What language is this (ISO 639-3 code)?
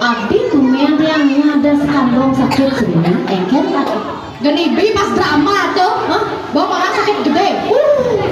ban